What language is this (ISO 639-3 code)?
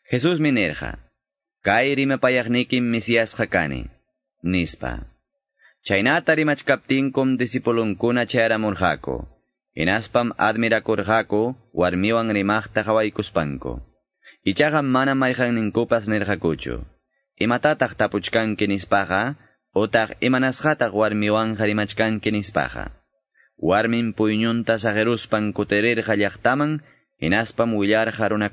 que